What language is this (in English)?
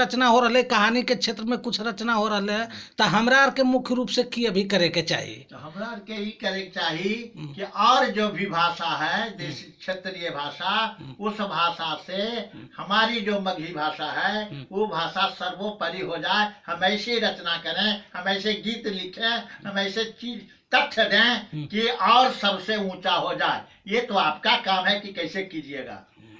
Magahi